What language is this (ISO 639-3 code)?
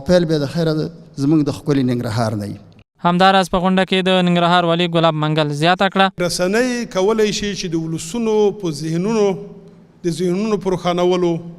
pus